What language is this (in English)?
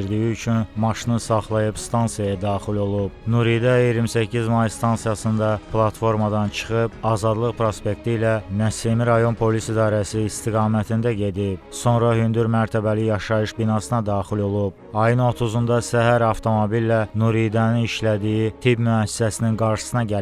Azerbaijani